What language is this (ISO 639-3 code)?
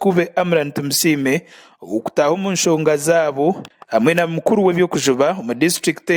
nyn